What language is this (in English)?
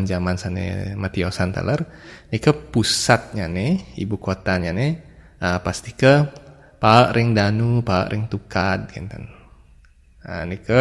Balinese